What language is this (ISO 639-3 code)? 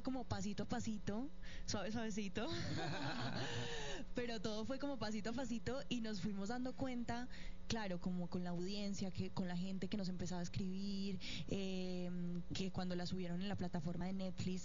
spa